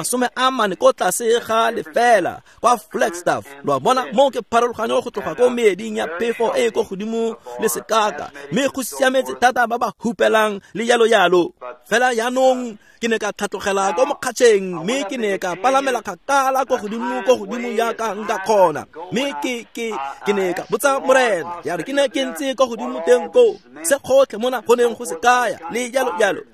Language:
Tswana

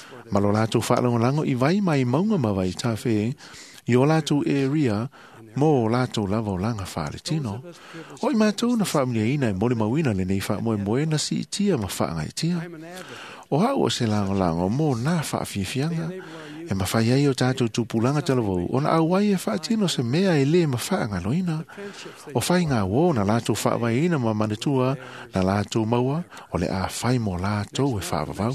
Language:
Samoan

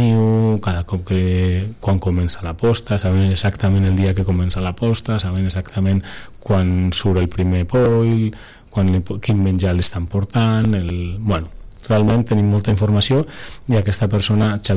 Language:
Catalan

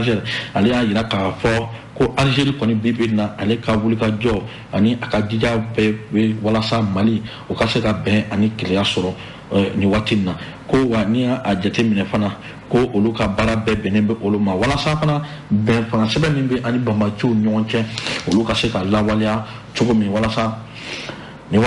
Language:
Bambara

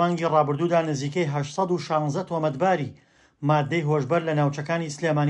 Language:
Central Kurdish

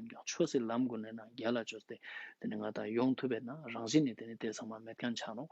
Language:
Ladakhi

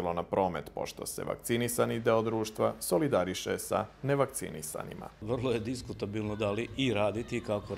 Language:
Serbian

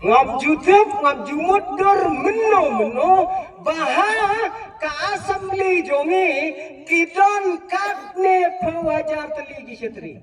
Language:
Khasi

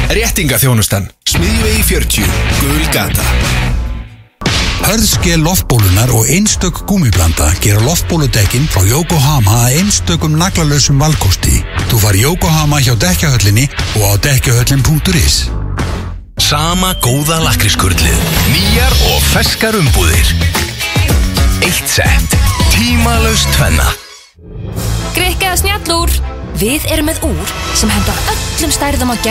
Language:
Icelandic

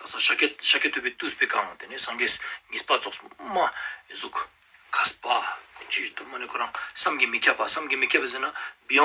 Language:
Ladakhi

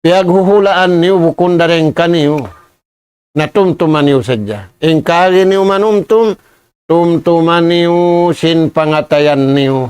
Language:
Tausug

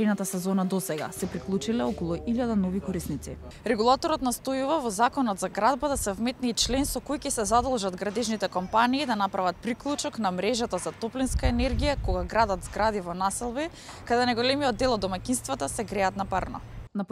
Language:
Macedonian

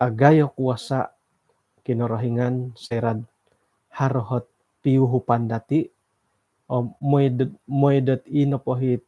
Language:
Central Dusun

